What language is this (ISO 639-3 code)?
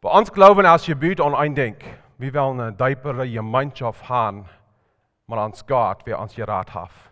pdt